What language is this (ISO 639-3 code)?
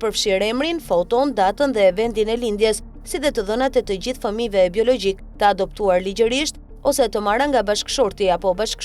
sqi